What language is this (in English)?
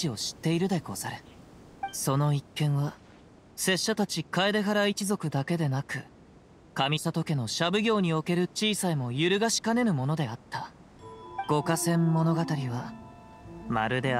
Japanese